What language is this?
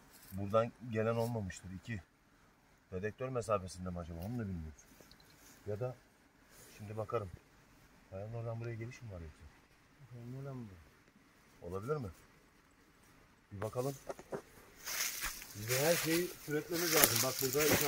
Turkish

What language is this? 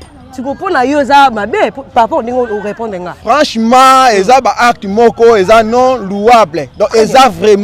Lingala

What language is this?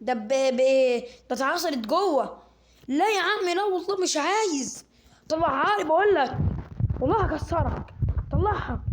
Egyptian Arabic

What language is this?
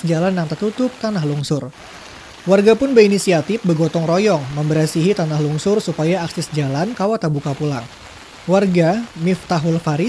Banjar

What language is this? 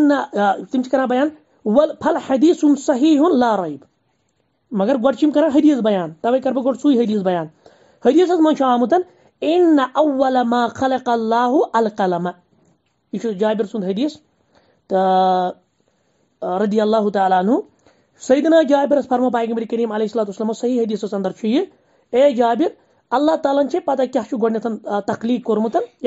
Kashmiri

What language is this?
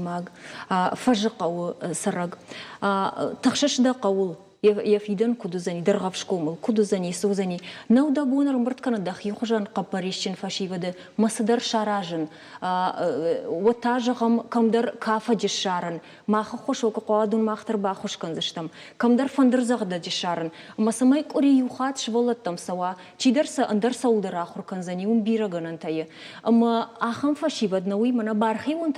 Ossetic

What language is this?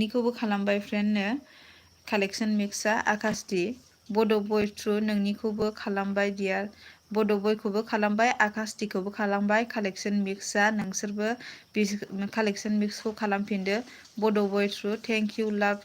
Bodo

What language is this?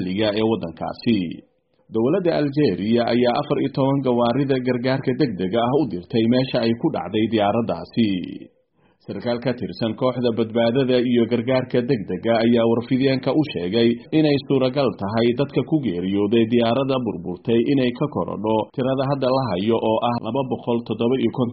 Somali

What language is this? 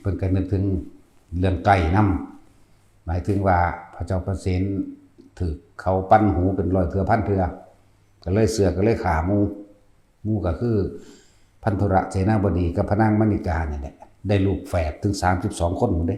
Northeastern Thai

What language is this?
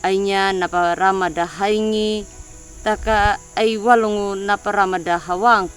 Anakalangu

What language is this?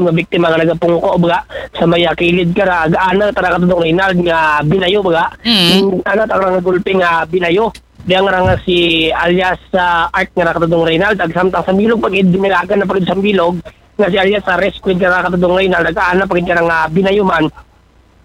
Aklanon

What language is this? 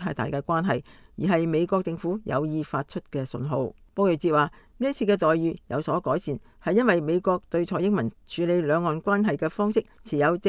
Cantonese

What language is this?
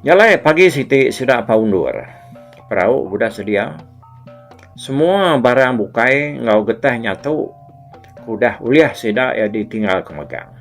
Iban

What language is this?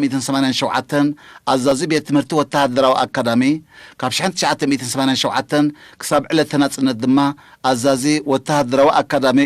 Tigrinya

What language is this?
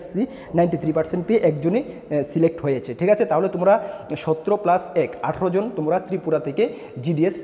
Bangla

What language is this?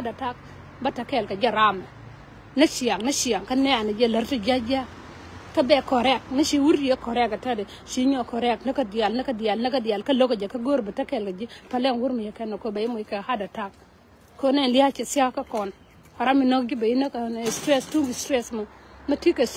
Nuer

